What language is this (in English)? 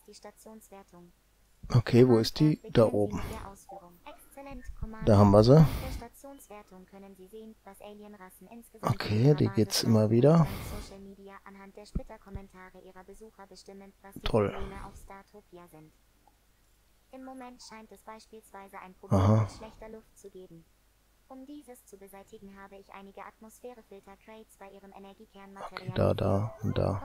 German